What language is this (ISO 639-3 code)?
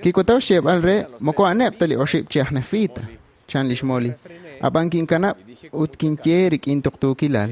kek